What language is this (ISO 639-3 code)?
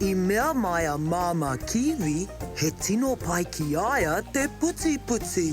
mri